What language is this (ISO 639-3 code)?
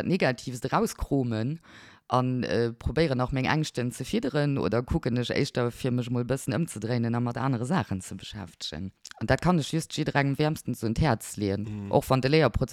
ltz